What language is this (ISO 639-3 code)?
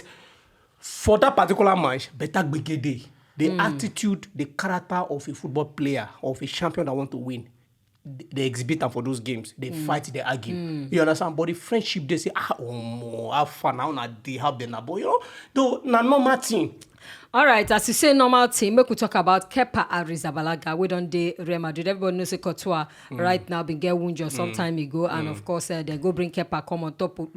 pcm